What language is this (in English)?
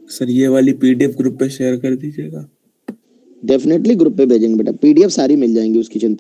Hindi